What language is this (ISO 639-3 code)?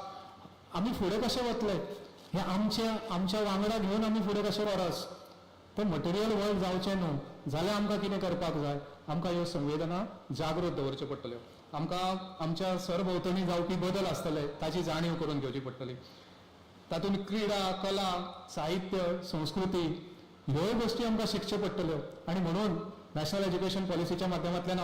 kok